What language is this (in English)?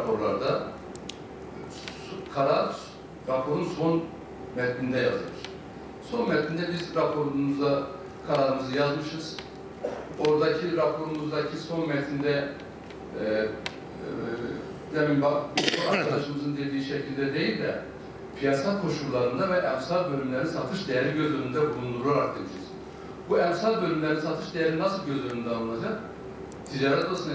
Turkish